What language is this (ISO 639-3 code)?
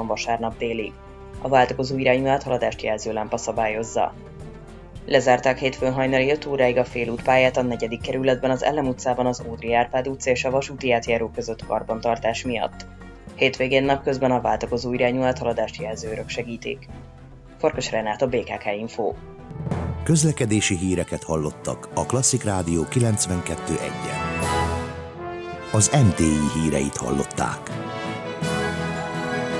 hun